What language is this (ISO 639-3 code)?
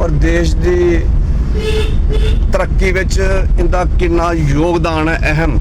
doi